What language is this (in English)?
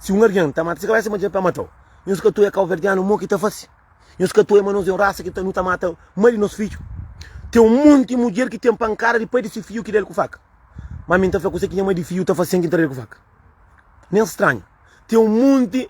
Kabuverdianu